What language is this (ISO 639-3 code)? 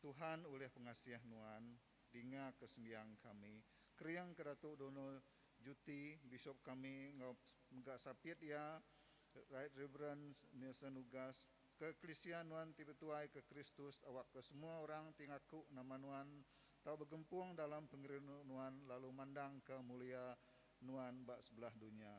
iba